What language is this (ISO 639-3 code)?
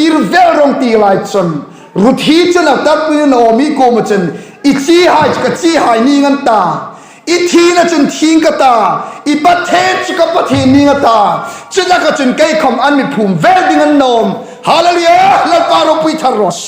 hmr